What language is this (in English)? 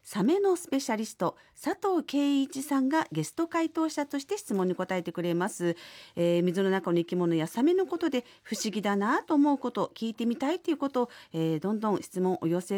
Japanese